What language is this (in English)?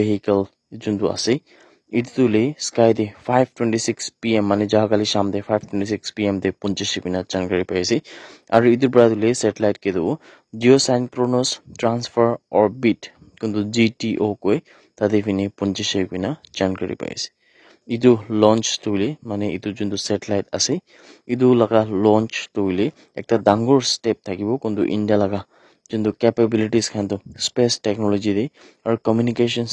Naga Pidgin